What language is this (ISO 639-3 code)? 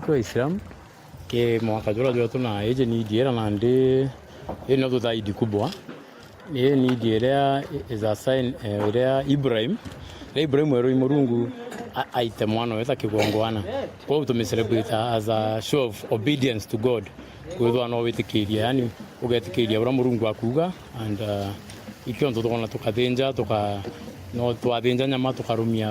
mer